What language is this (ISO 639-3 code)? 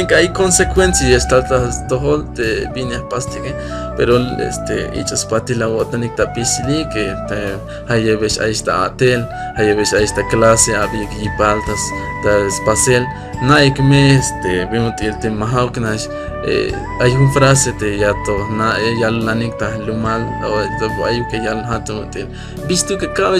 tzh